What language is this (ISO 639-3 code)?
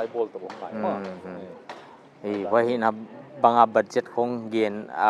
pck